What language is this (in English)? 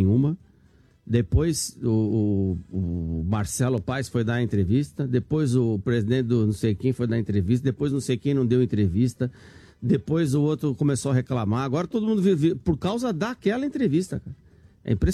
Portuguese